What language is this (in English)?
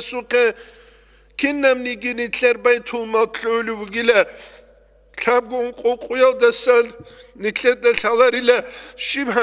Avaric